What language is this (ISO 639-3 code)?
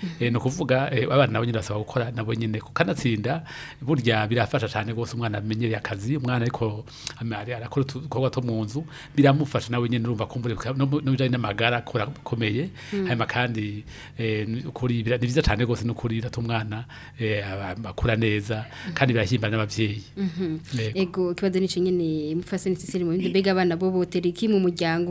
run